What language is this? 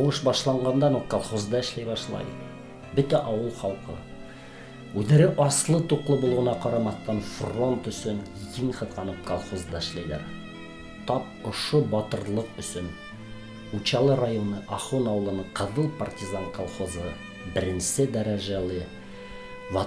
Bashkir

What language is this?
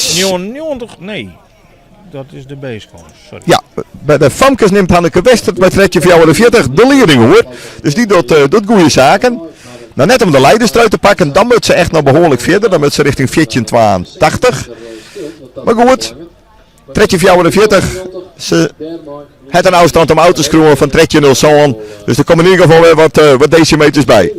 Western Frisian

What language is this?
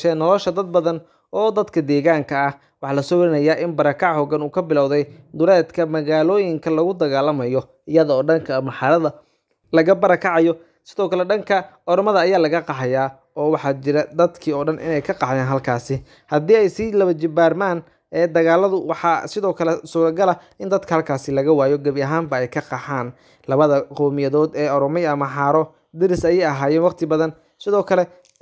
Somali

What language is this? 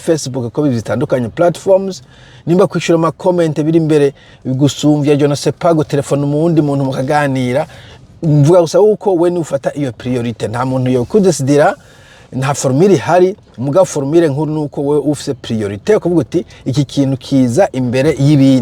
Rundi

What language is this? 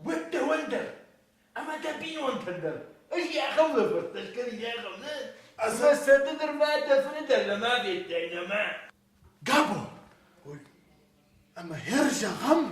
Ossetic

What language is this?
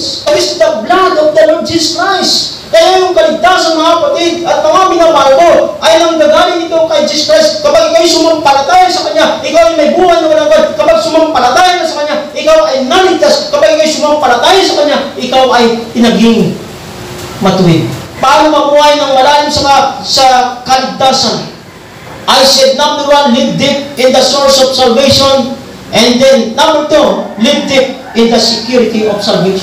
Filipino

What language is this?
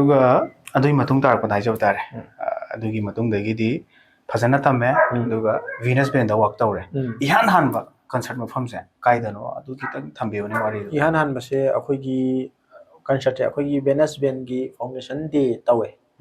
Manipuri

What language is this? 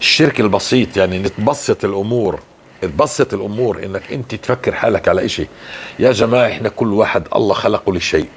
North Levantine Arabic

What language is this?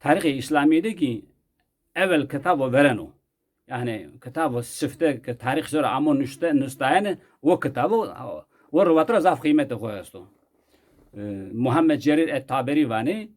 Zaza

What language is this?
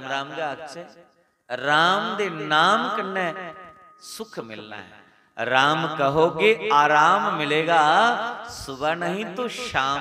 Dogri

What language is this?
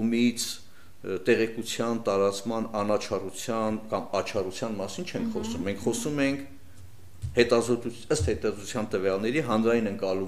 Armenian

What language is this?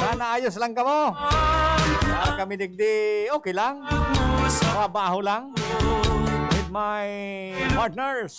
Bikol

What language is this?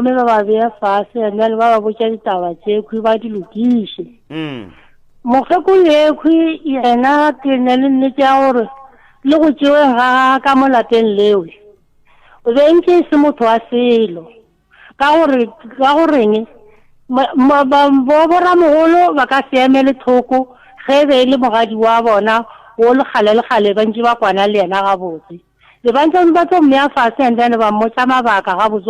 Northern Sotho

